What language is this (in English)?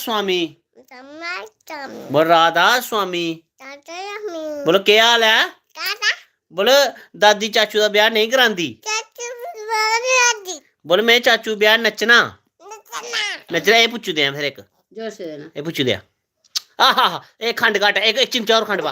Dogri